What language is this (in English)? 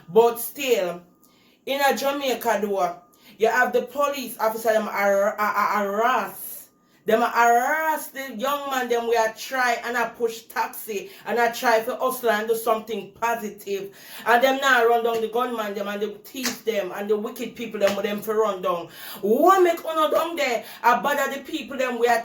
Jamaican Creole English